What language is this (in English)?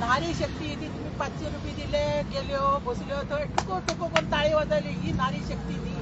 Konkani